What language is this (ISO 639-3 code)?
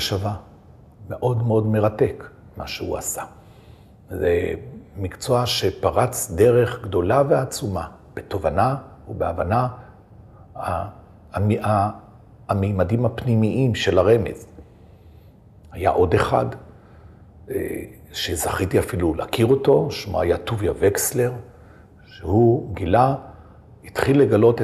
heb